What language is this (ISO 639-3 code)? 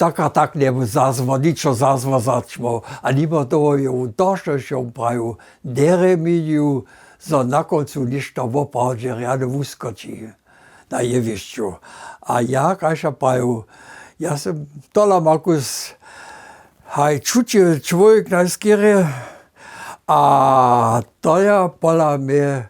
hsb